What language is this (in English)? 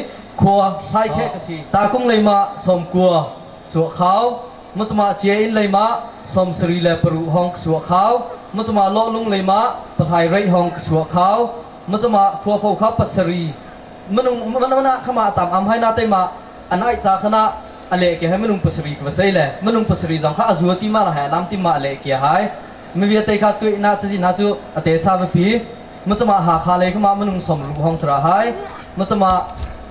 Hakha Chin